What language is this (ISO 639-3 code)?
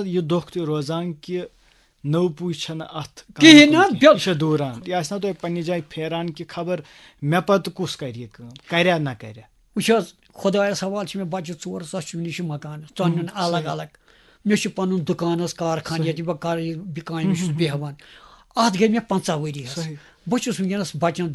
kas